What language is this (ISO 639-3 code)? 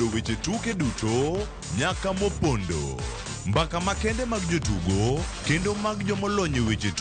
luo